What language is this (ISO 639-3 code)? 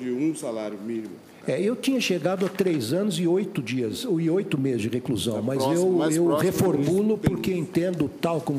por